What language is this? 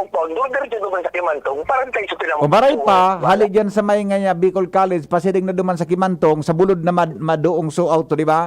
Bikol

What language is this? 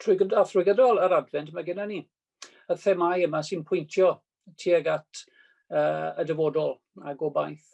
Welsh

